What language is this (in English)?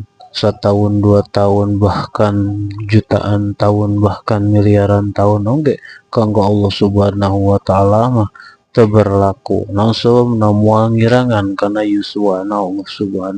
Sundanese